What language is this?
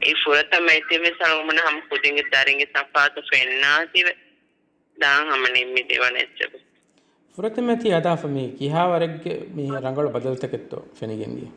Divehi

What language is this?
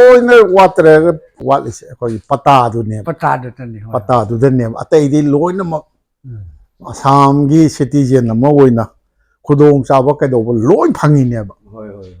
Manipuri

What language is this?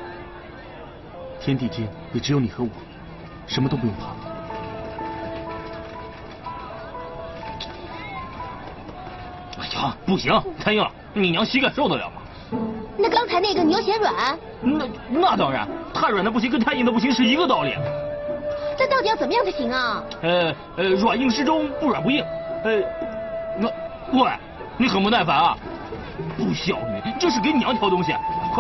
Chinese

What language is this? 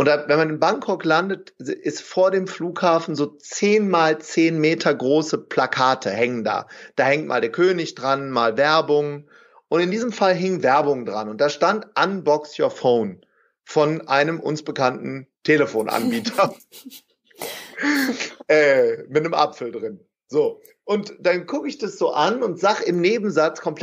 German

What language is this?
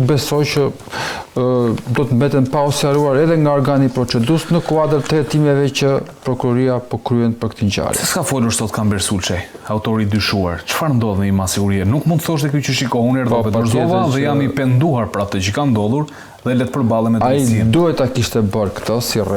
Albanian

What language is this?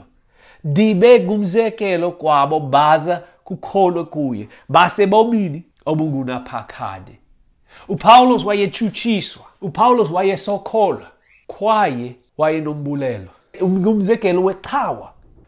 Xhosa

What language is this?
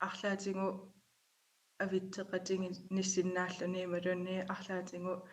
Kalaallisut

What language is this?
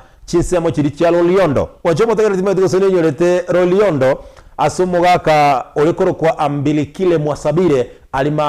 Gusii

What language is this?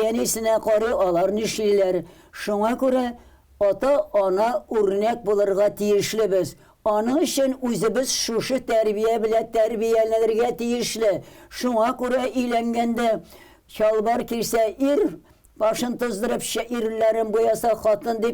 Tatar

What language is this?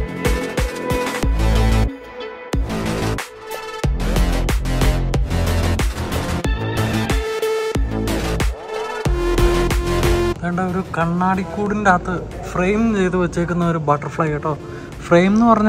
Malayalam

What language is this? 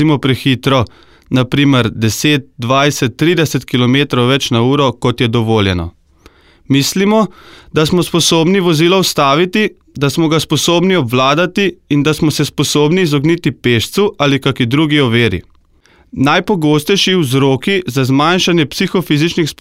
Slovenian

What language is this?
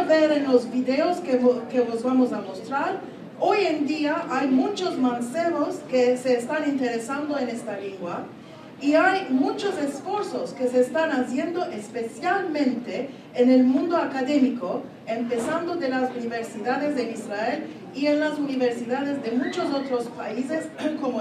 Ladino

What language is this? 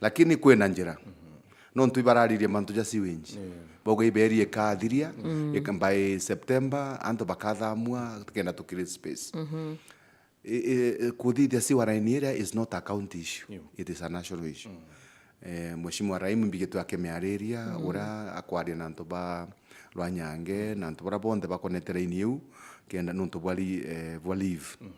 Meru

